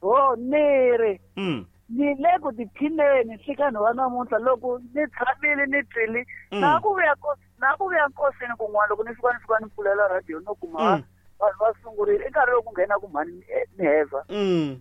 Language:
Tsonga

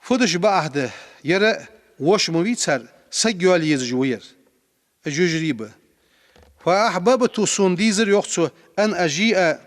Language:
Ingush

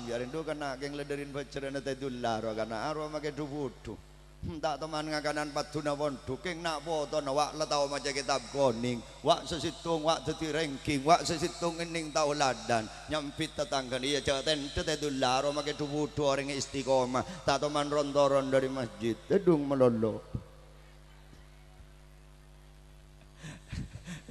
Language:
Madurese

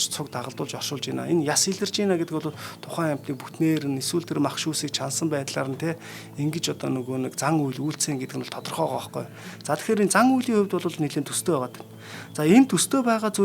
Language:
Mongolian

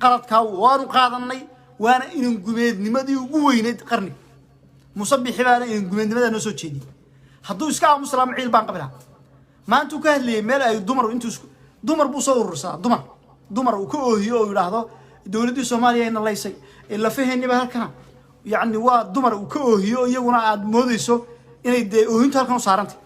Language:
Somali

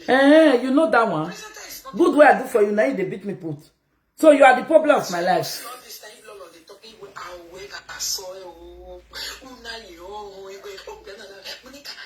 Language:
Nigerian Pidgin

